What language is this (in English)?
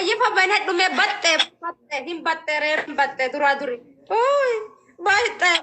Oromo